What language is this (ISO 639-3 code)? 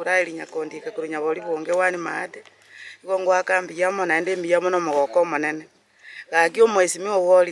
guz